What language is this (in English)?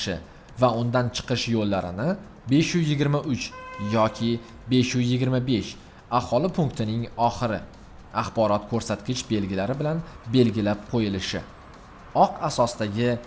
Uzbek